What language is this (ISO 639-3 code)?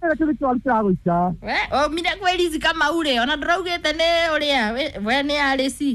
kik